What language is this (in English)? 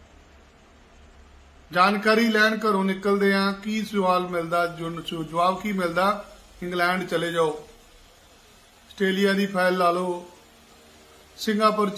Punjabi